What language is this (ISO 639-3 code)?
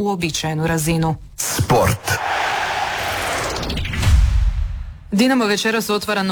hrv